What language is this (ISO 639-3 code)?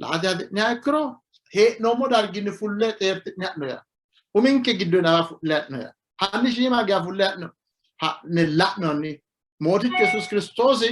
sid